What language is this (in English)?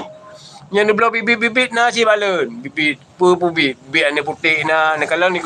Achinese